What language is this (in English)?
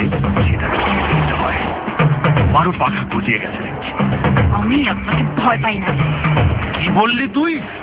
Bangla